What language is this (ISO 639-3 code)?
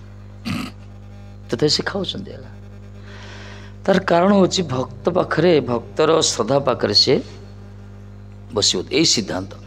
ori